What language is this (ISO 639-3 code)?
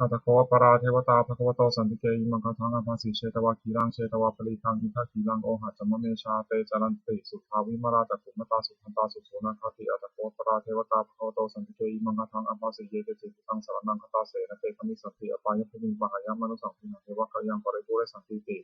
pli